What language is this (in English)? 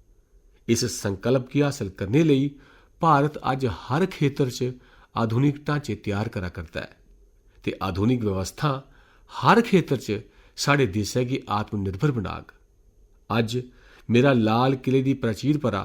Dogri